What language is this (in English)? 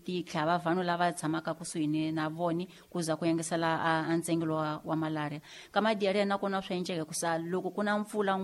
Tsonga